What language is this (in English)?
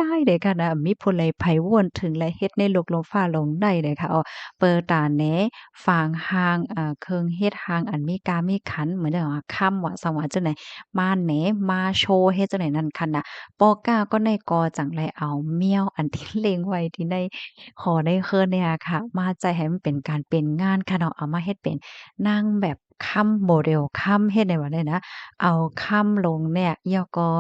Shan